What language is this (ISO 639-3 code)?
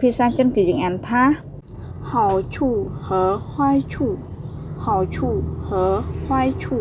khm